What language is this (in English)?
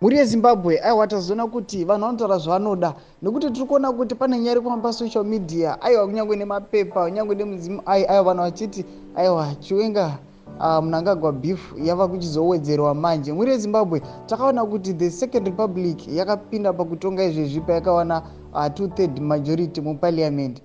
Shona